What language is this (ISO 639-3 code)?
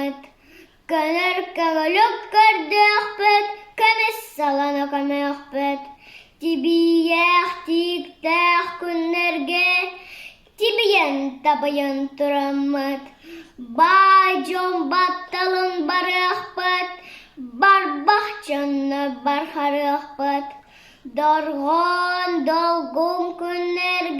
sah